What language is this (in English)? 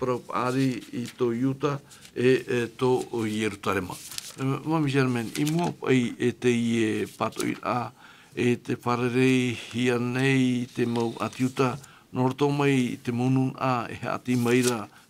Tahitian